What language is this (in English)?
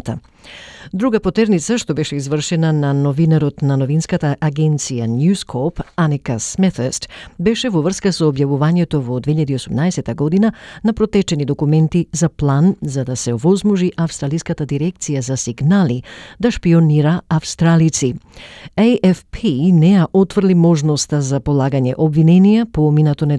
Macedonian